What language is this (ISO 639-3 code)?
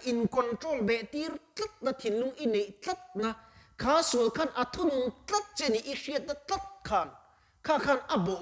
lus